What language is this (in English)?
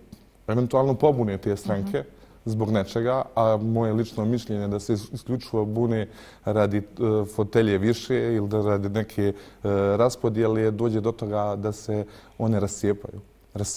Bosnian